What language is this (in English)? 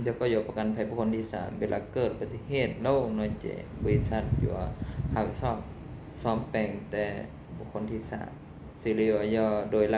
Hmong